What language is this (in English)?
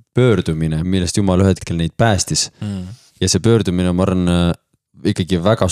Estonian